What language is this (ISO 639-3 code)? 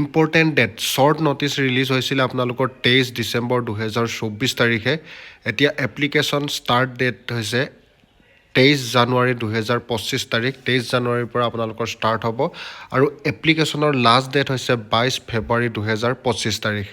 asm